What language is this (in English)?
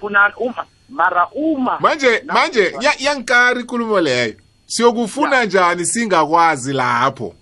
South Ndebele